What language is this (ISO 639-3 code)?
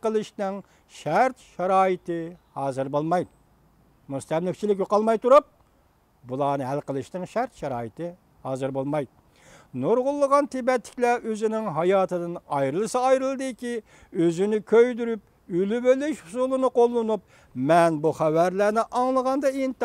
uig